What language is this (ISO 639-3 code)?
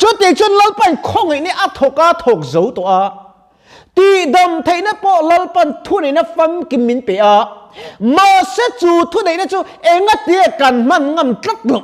lus